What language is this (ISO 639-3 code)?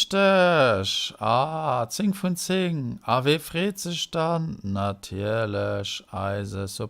ltz